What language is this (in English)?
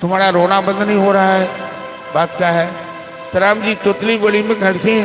Maithili